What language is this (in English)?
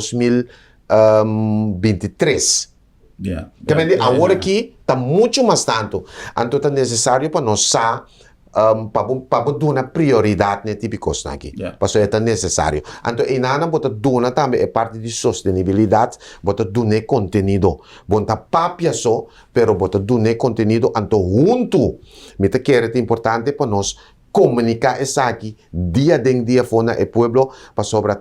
Papiamento